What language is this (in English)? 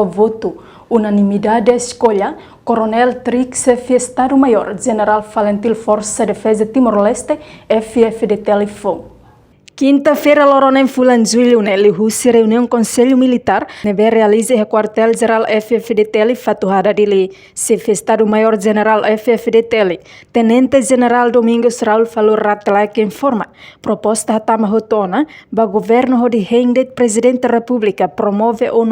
Tetum